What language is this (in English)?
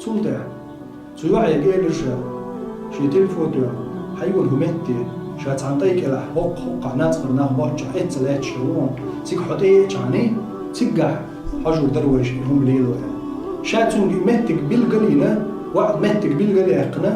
Chechen